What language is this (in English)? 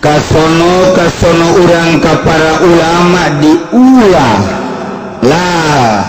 Sundanese